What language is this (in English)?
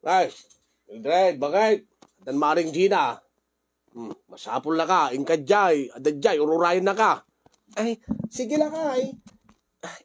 Iloko